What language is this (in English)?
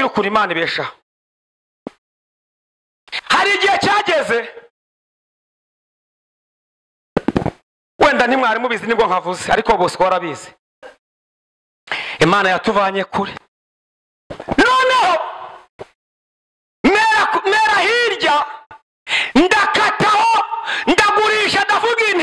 Kinyarwanda